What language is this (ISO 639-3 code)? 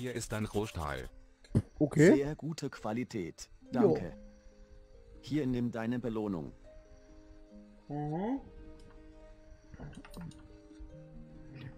deu